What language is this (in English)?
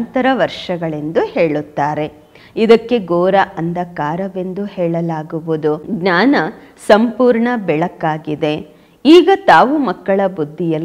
Kannada